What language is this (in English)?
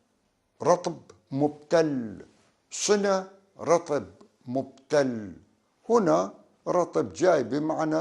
North Levantine Arabic